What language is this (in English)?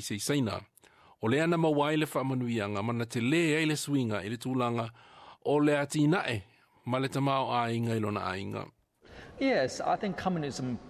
Samoan